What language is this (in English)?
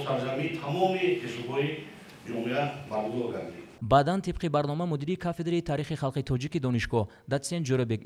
Tajik